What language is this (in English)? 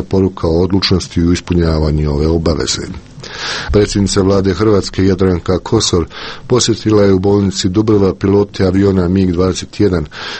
Croatian